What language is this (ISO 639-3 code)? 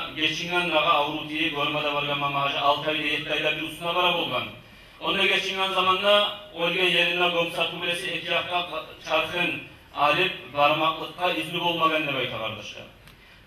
kum